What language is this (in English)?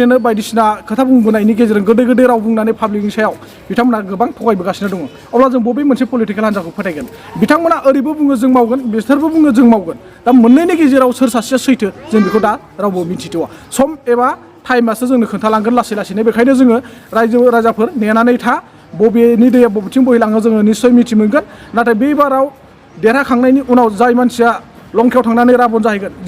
Bodo